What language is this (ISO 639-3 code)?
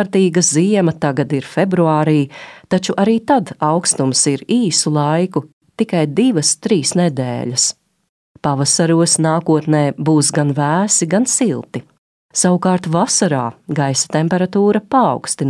lav